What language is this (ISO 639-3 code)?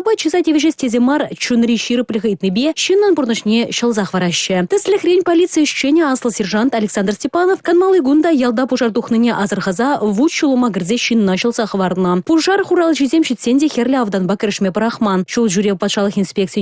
chv